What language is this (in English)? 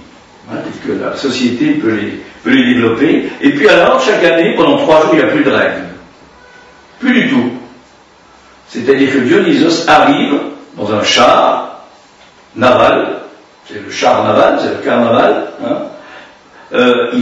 French